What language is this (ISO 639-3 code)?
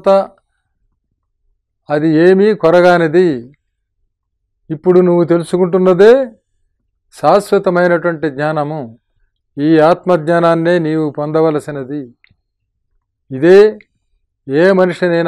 tel